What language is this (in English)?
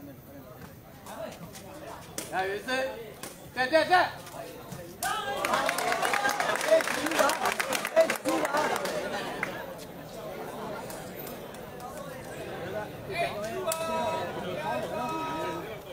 Burmese